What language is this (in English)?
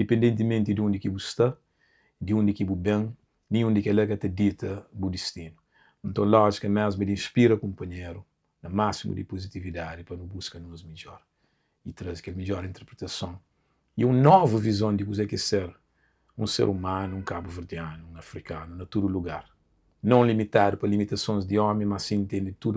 Kabuverdianu